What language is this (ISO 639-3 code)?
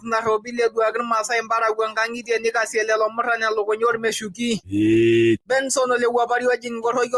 mas